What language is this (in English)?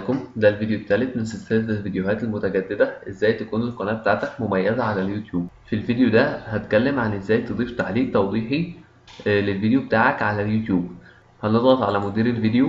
Egyptian Arabic